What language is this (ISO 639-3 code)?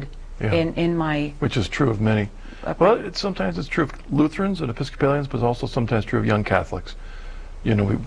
eng